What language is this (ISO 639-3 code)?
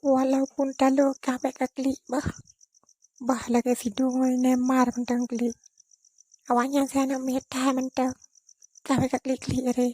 ace